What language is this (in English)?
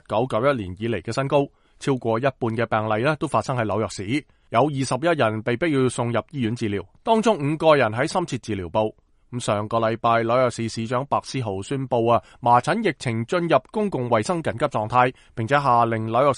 Cantonese